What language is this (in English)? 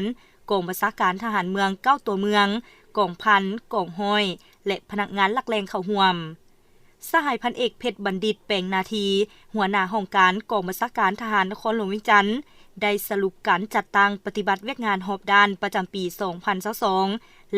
Lao